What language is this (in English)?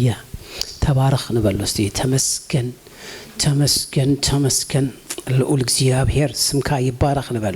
Tigrinya